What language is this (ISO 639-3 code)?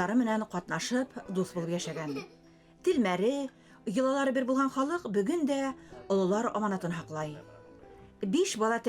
bak